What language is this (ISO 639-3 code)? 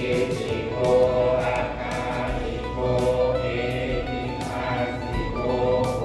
pli